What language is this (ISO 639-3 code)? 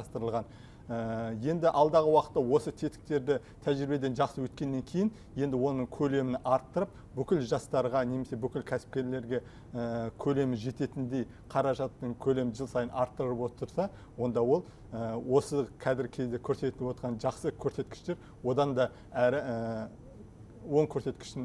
kaz